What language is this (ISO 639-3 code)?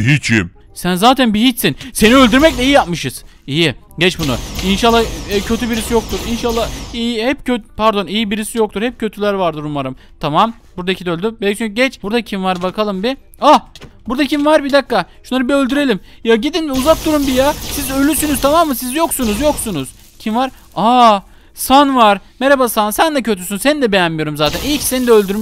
tur